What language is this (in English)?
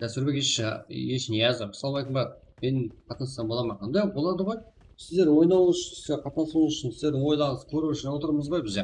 Kara-Kalpak